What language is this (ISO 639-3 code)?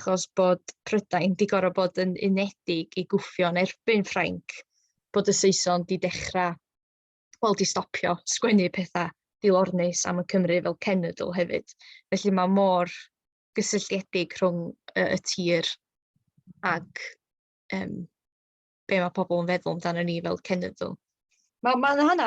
cym